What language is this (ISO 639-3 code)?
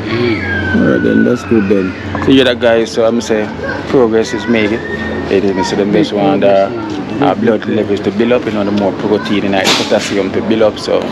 jam